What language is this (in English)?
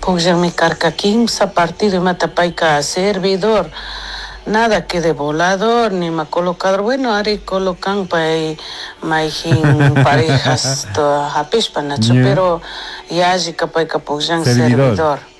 Chimborazo Highland Quichua